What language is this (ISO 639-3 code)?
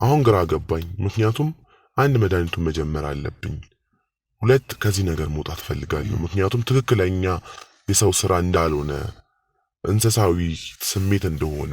amh